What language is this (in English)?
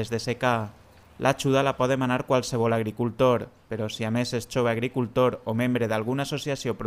Catalan